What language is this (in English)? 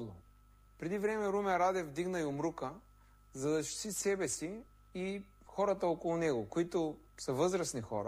Bulgarian